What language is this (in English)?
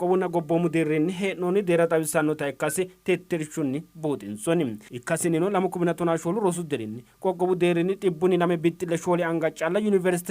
Sidamo